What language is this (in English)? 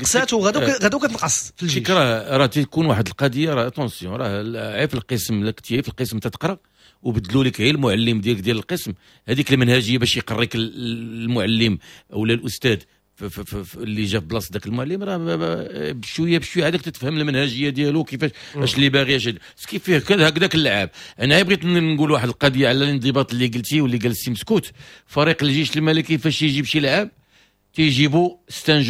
Moroccan Arabic